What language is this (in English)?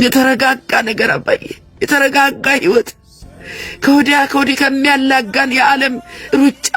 Amharic